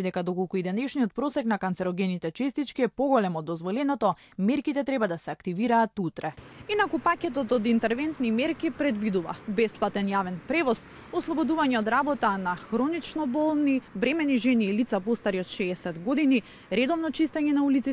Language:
Macedonian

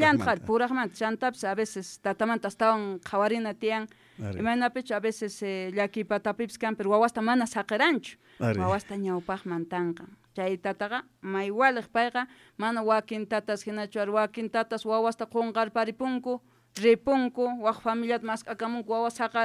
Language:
South Bolivian Quechua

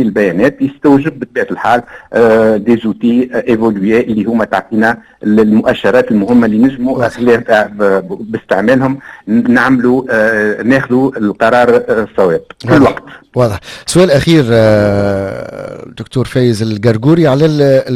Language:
Tunisian Arabic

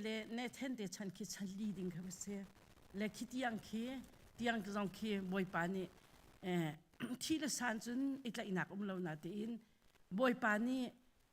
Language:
Hakha Chin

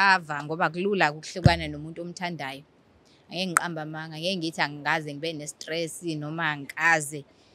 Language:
Zulu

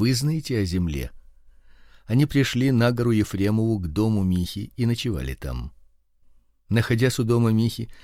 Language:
Russian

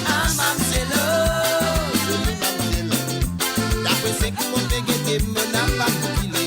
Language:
Morisyen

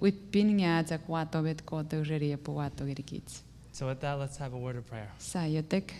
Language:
Chuukese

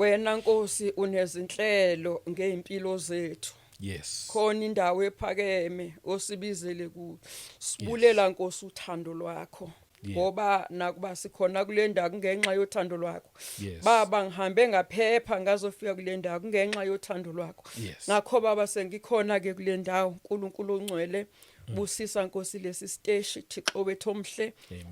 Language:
Zulu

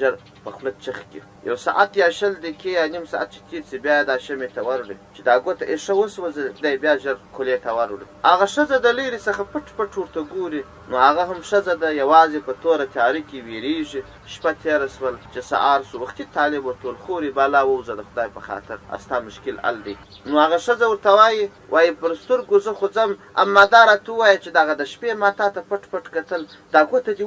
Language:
Pashto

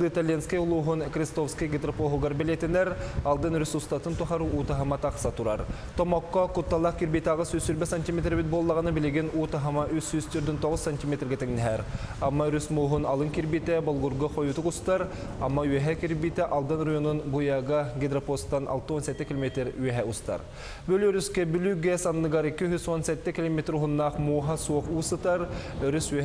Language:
Yakut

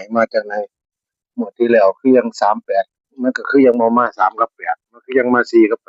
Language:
Northeastern Thai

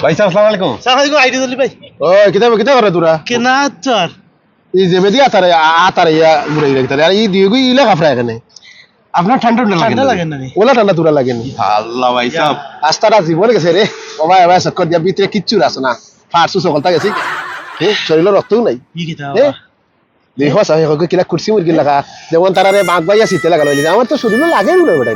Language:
Sylheti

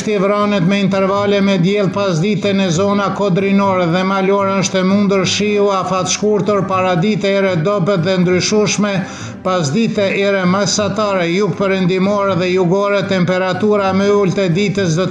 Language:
Albanian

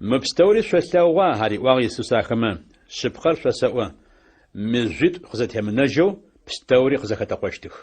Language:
Adyghe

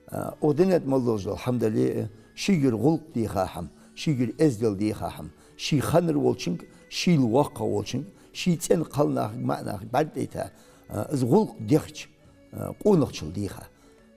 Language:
Ingush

